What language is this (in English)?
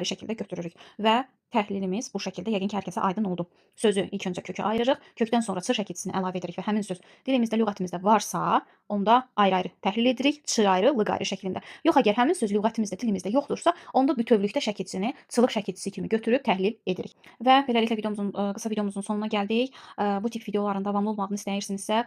Azerbaijani